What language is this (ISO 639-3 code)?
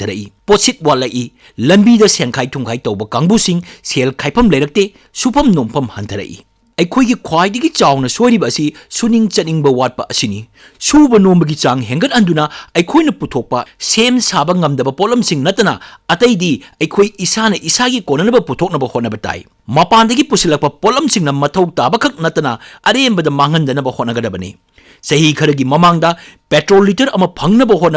mni